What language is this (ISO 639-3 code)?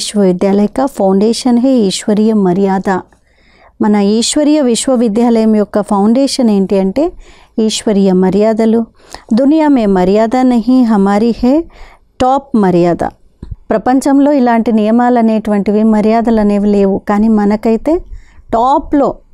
tel